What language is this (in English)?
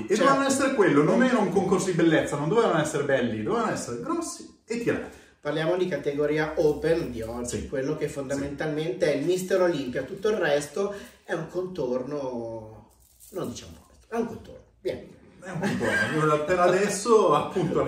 Italian